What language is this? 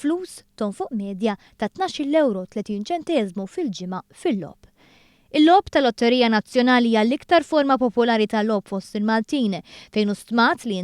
Maltese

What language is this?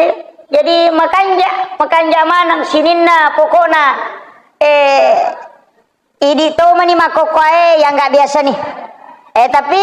Buginese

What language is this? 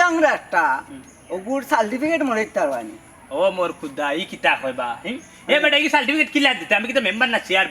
Sylheti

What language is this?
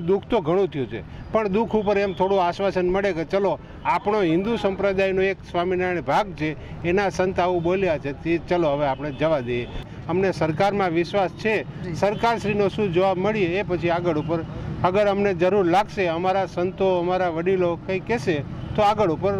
Gujarati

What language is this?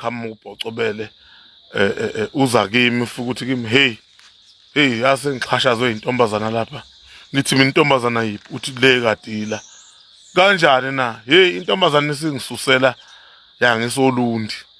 Zulu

